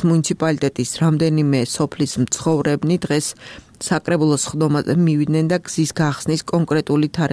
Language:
Georgian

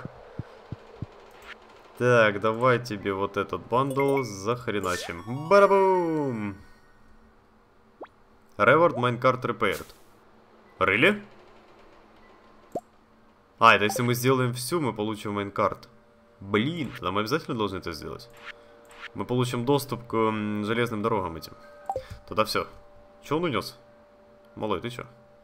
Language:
Russian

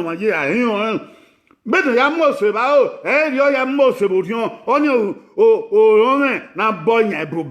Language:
Bini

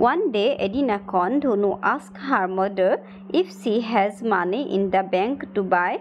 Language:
Assamese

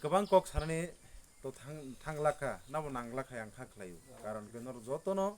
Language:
Kok Borok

